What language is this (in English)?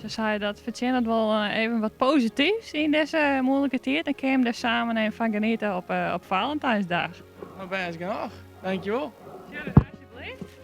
Western Frisian